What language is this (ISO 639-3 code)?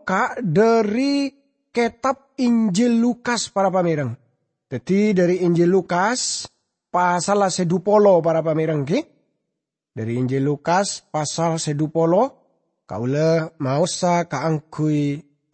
mad